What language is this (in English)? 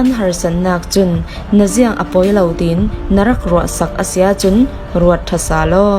Falam Chin